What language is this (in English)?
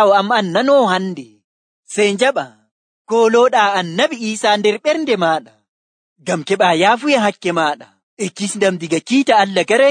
Nigerian Fulfulde